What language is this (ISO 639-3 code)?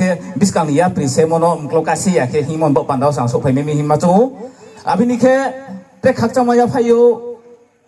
ria